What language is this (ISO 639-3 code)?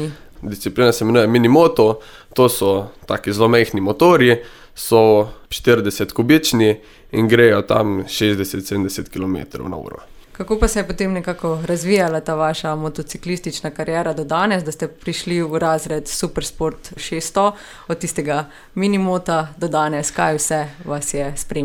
slv